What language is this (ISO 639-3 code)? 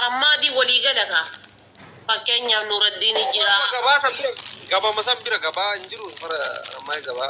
orm